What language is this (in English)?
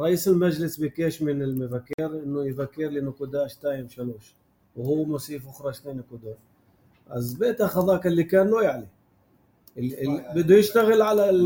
North Levantine Arabic